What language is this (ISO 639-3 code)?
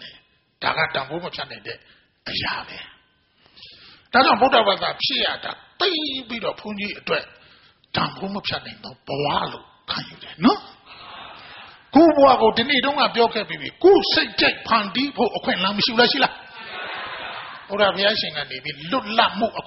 mya